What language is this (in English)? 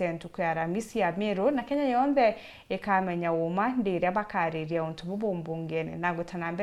Meru